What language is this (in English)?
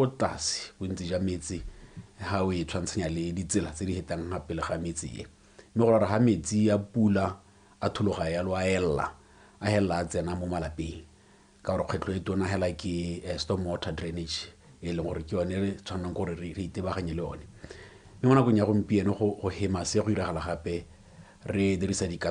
Tswana